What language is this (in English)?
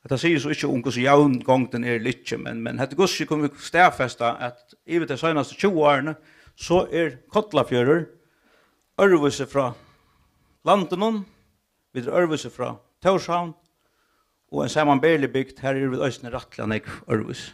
Faroese